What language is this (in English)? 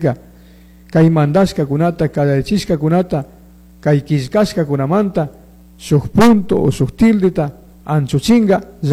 Chimborazo Highland Quichua